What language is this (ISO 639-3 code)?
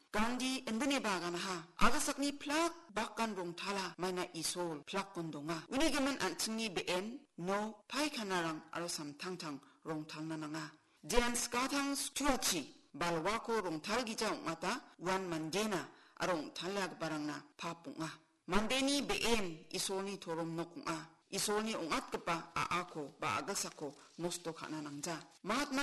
grt